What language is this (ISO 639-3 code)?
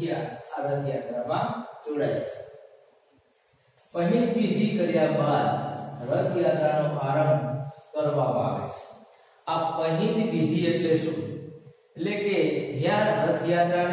guj